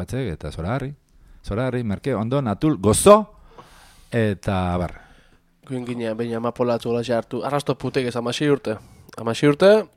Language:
Basque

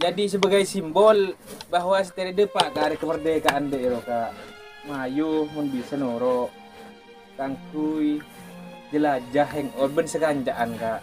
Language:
Madurese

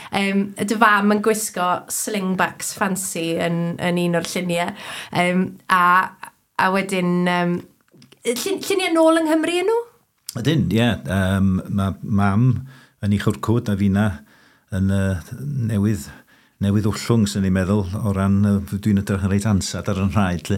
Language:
Welsh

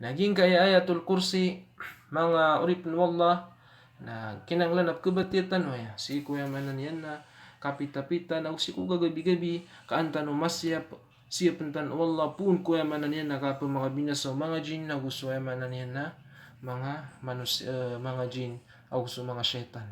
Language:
Maranao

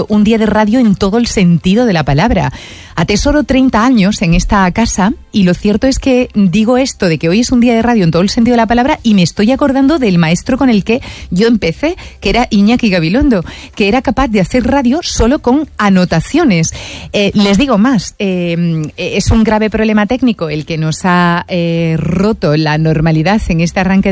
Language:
Spanish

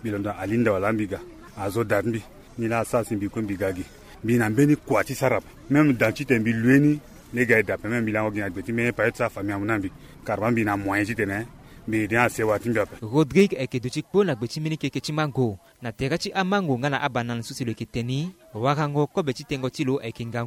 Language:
Sango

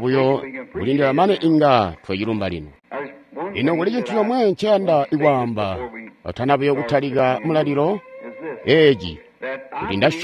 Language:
Tonga (Zambia)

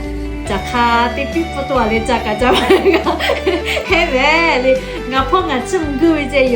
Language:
Lahu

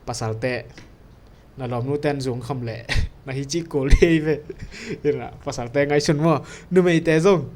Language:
Tedim Chin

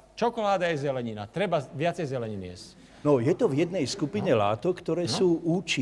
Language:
Slovak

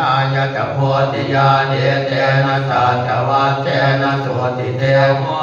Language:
Pali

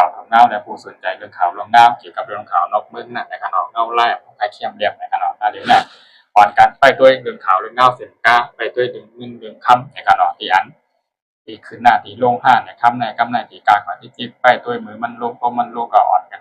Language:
Shan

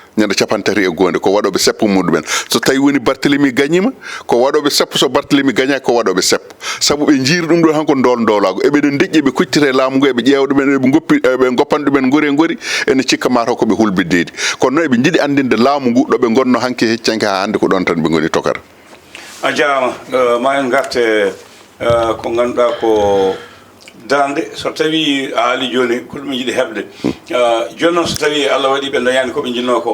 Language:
Fula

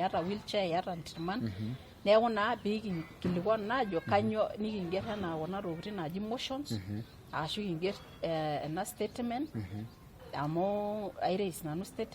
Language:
Masai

